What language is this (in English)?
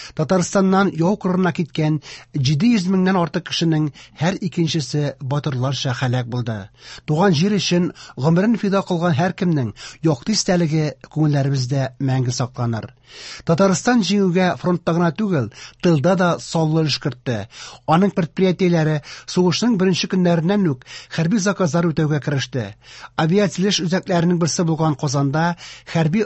Tatar